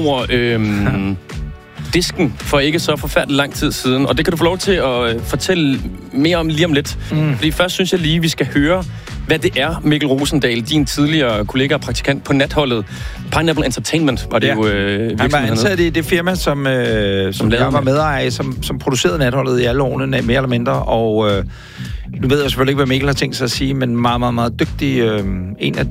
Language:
Danish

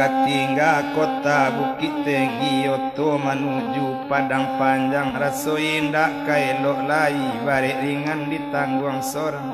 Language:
Minangkabau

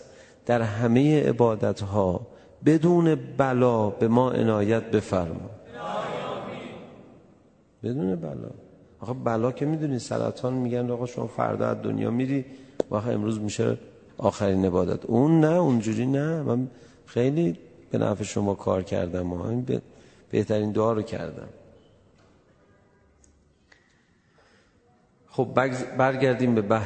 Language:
Persian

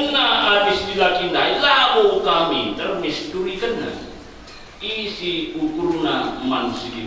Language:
Batak Karo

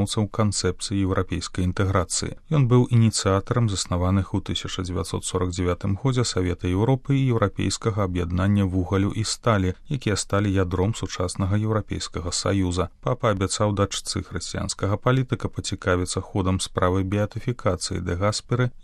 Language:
Belarusian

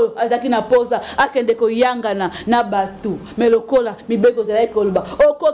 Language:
Lingala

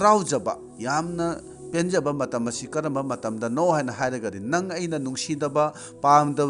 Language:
Manipuri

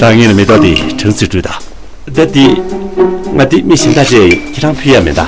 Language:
Tibetan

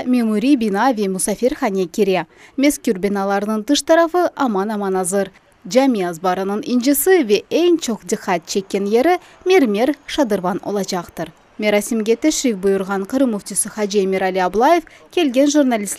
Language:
Crimean Tatar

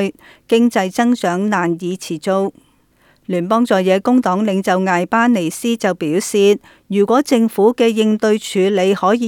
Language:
Cantonese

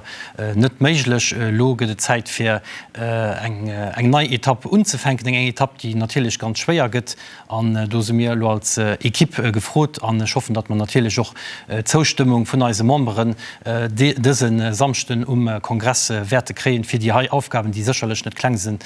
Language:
Luxembourgish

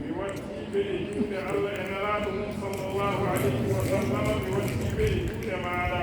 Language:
Fula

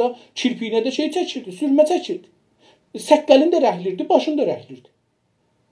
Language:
South Azerbaijani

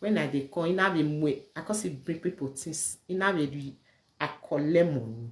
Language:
Nigerian Pidgin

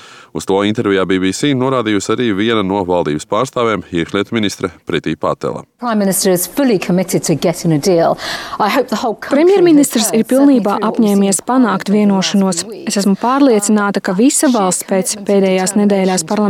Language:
Latvian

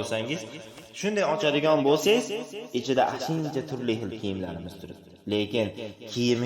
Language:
Uzbek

